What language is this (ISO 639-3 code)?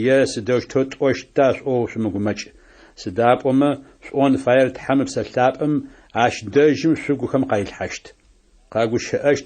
ady